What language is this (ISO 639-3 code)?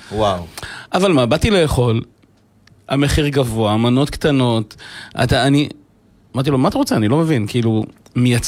heb